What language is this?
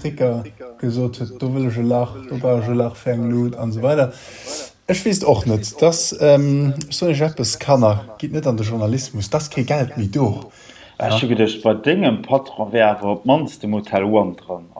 Luxembourgish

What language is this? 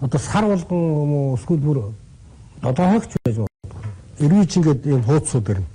Mongolian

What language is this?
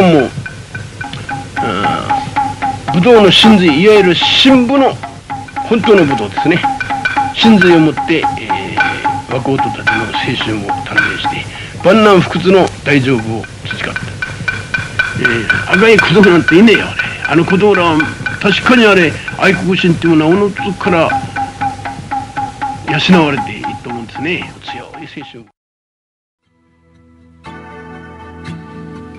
Japanese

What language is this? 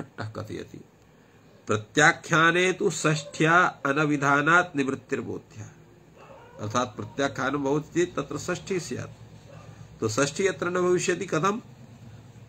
Sanskrit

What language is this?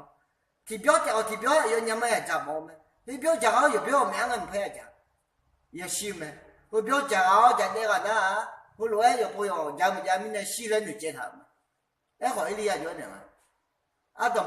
Akha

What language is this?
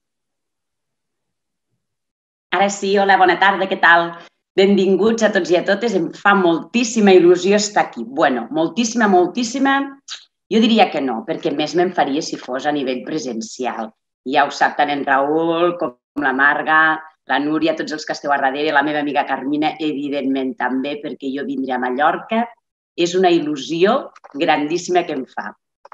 Catalan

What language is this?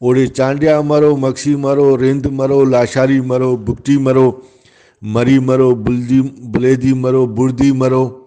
Brahui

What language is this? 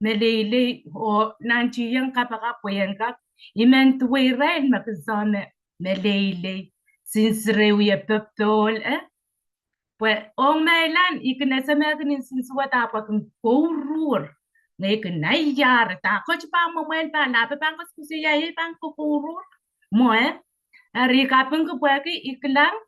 Pohnpeian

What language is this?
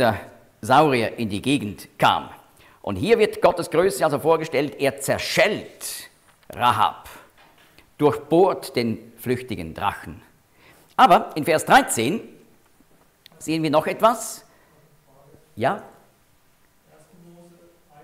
German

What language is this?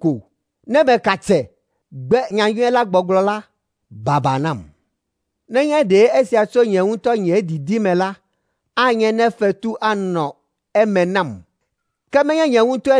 Ewe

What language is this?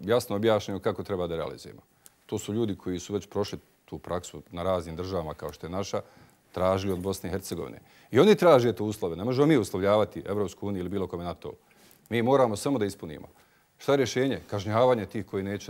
Bosnian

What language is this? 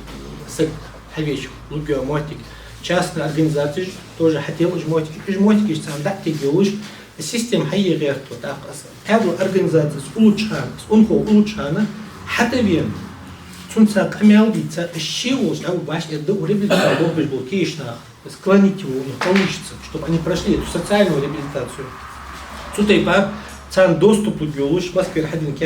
Ingush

